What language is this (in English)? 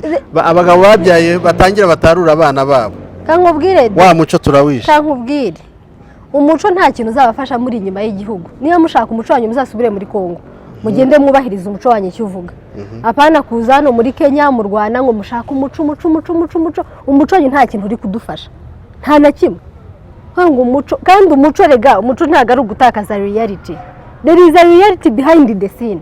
Kinyarwanda